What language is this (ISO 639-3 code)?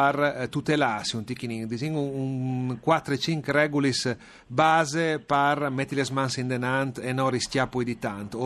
fur